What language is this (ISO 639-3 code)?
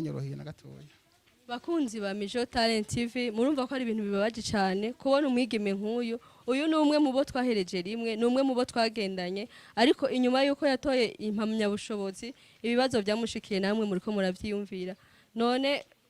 run